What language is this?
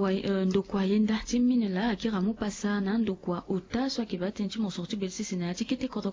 Sango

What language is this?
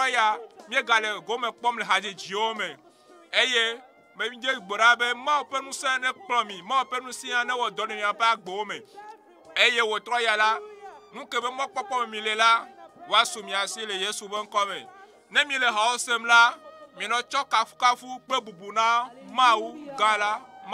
Ewe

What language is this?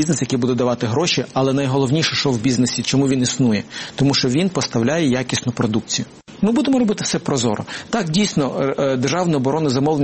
Ukrainian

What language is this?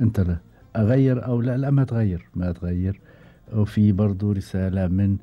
Gulf Arabic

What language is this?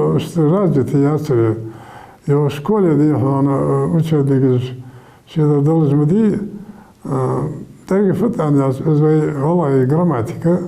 Ingush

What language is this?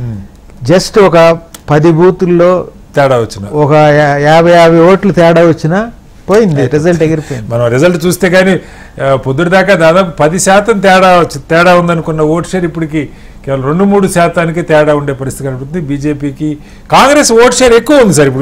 Telugu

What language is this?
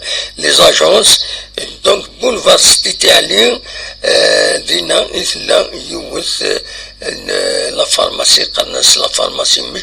Kabyle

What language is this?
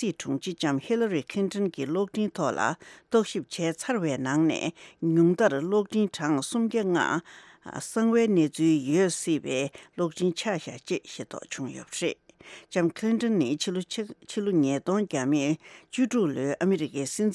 Tibetan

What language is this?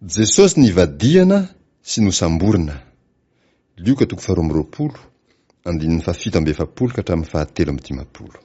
Malagasy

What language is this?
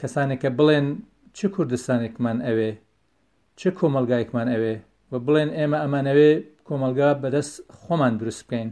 Central Kurdish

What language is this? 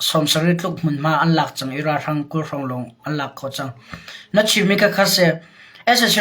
Hakha Chin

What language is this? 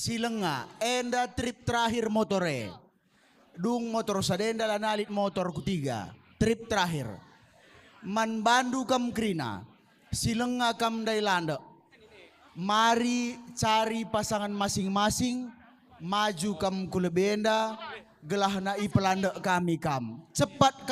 Batak Karo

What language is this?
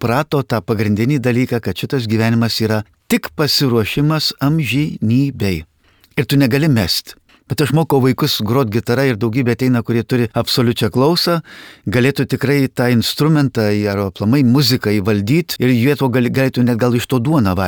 Lithuanian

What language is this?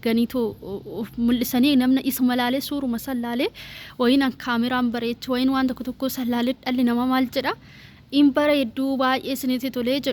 Oromo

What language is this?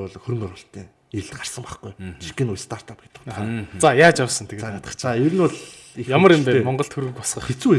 Mongolian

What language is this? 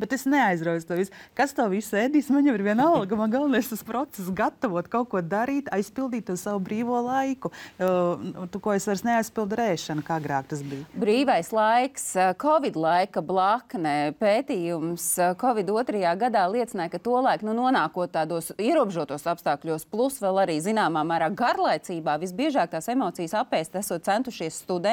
Latvian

